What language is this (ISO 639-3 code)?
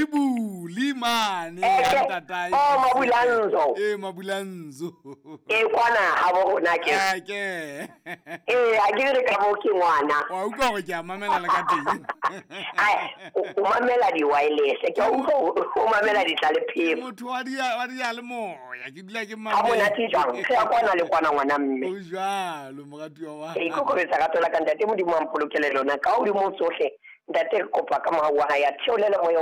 sot